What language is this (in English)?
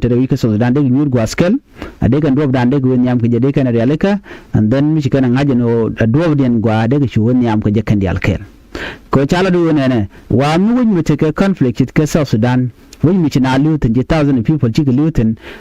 Nuer